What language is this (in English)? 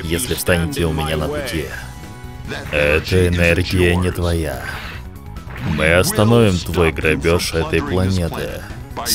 Russian